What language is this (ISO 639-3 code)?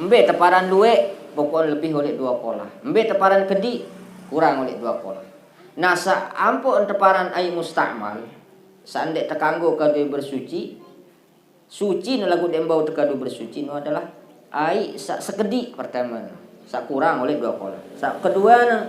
sas